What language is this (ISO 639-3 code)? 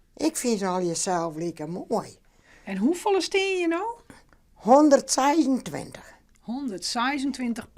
fry